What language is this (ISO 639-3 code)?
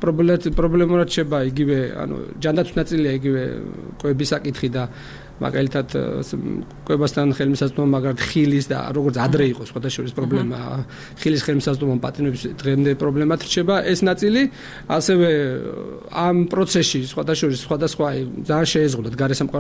kat